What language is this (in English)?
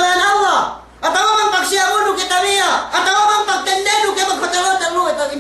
Yakan